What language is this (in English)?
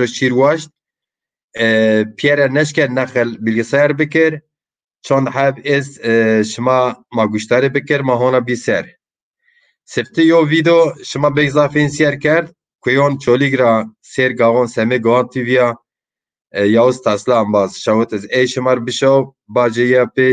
Zaza